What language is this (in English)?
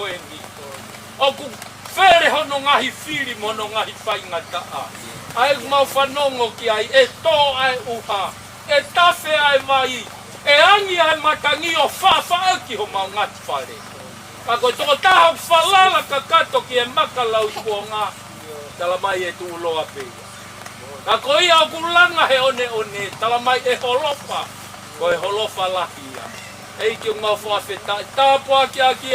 Tongan